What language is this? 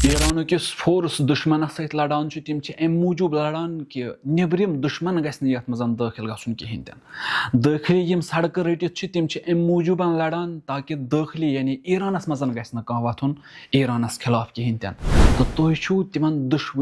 Kashmiri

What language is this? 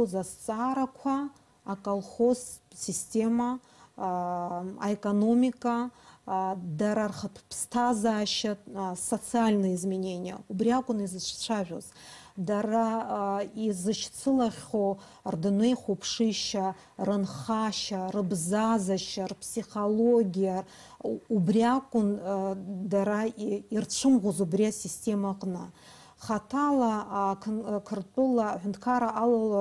Abkhazian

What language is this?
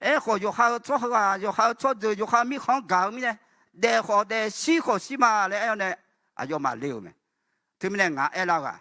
Akha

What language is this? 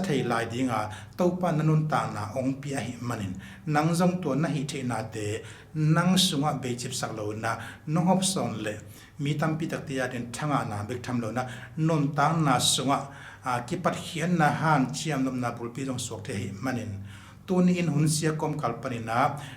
Tedim Chin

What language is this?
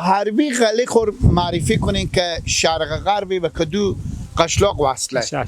Persian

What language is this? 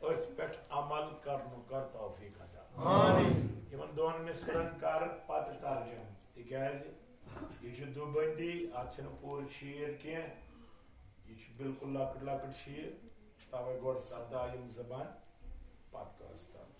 Kashmiri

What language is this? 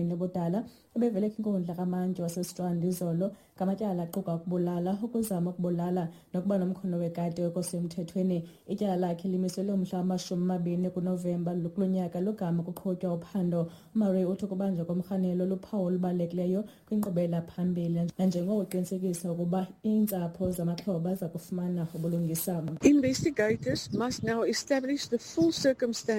Xhosa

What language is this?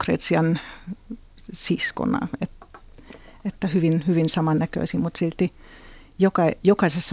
Finnish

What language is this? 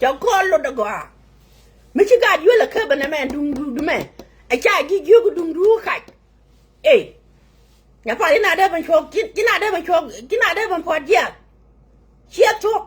Nuer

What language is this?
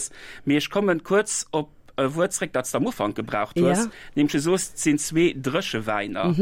Luxembourgish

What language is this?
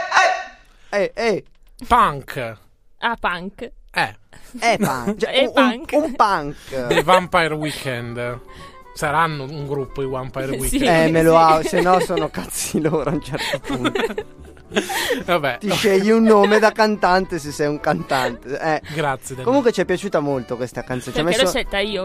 Italian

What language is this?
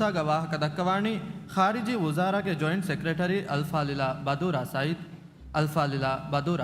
Divehi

